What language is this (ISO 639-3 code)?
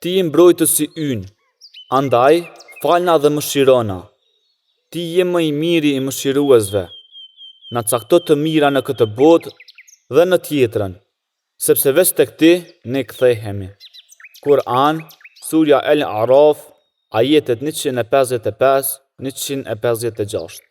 sqi